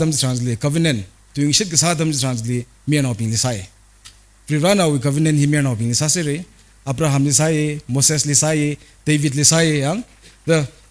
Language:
Tangkhul Naga (India)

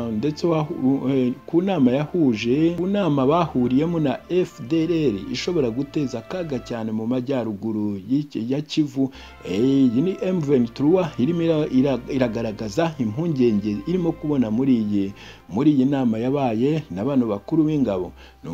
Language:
Kinyarwanda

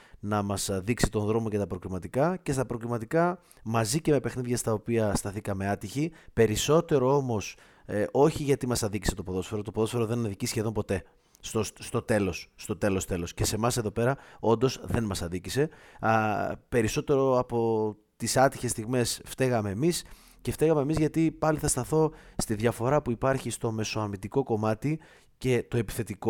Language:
Greek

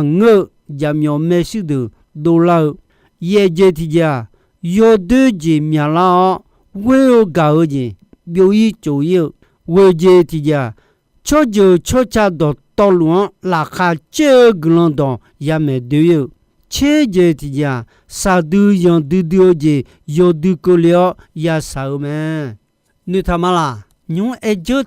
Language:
Akha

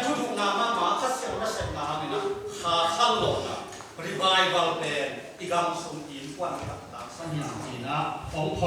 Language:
Tedim Chin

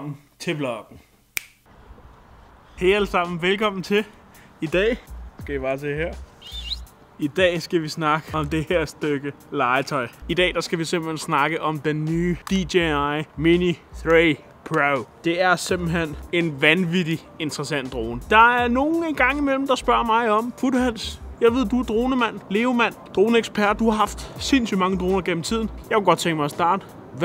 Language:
Danish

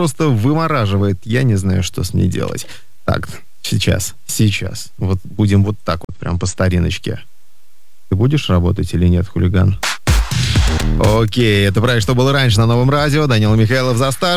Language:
Russian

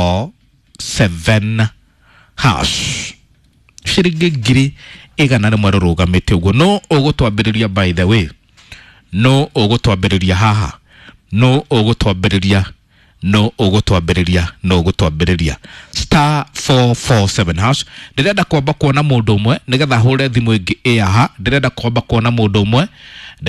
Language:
Kikuyu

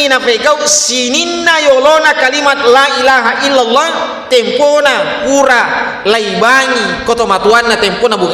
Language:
Buginese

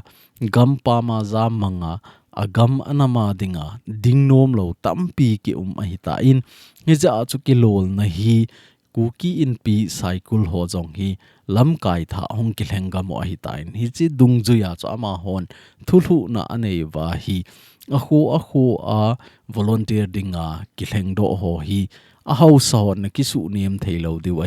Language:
Thado Chin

